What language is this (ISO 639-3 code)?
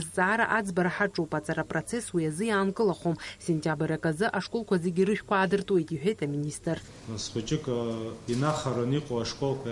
abk